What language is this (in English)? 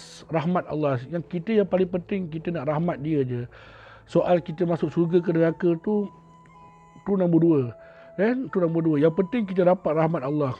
Malay